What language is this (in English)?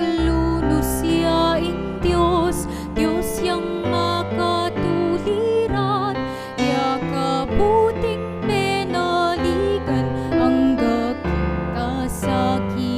Pampanga